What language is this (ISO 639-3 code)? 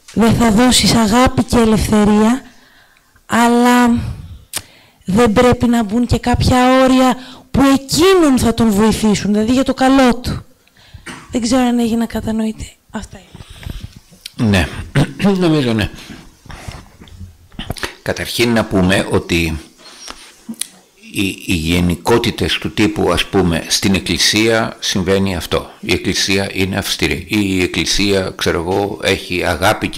ell